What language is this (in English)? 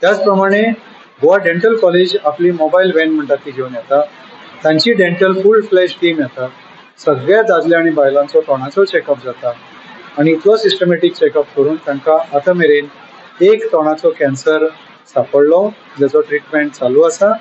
Konkani